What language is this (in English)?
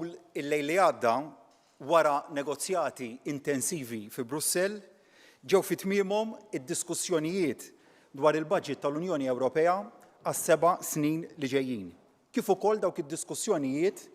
Maltese